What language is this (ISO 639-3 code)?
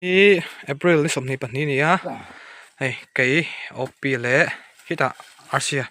lus